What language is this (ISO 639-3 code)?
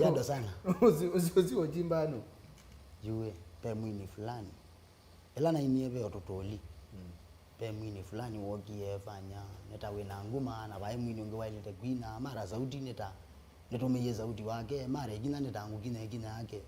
kam